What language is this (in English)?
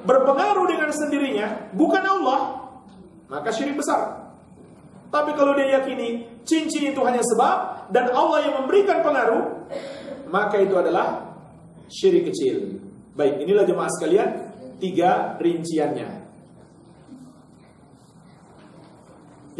Indonesian